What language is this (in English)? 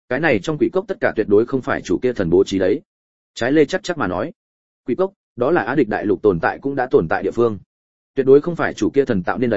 Vietnamese